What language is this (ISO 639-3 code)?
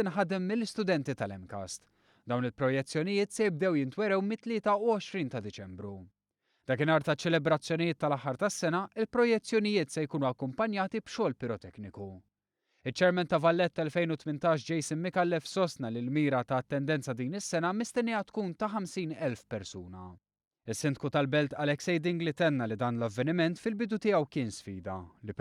mlt